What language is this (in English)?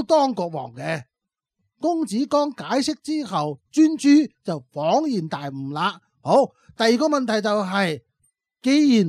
Cantonese